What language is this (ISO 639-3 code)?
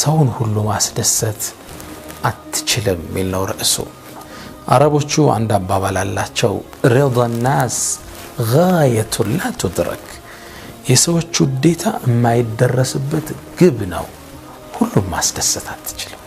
amh